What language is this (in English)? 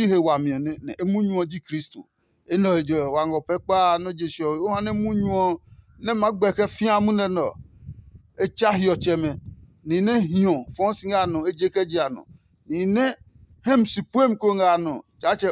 Adangme